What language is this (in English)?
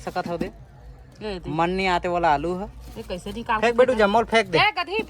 Chhattisgarhi